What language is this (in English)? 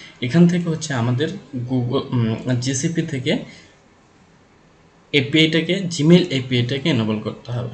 Bangla